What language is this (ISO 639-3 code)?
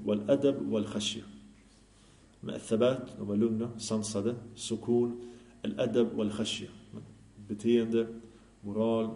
swe